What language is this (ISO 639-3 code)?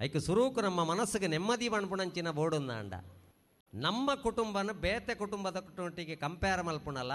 tcy